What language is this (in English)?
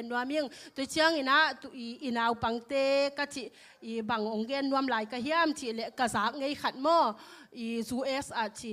Tedim Chin